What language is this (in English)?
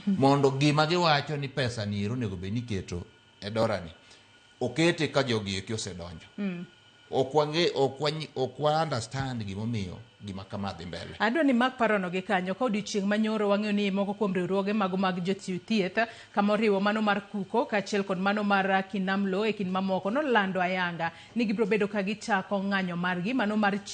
Luo (Kenya and Tanzania)